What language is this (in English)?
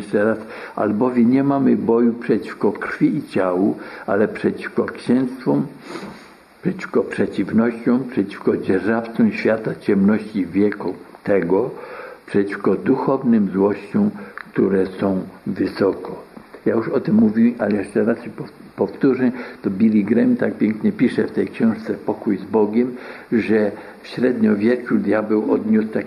Polish